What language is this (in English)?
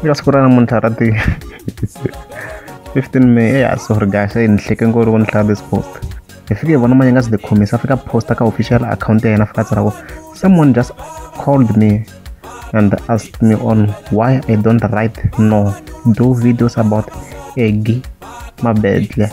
Tsonga